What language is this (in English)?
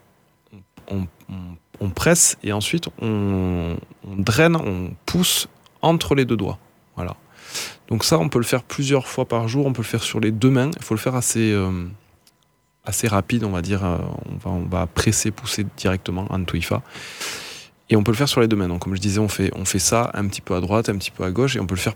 French